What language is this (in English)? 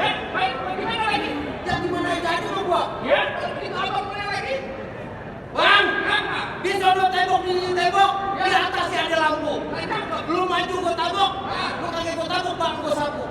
Betawi